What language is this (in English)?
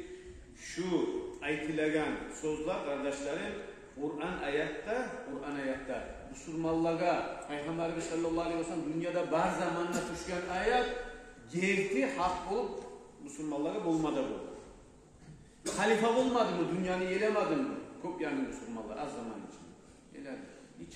Kumyk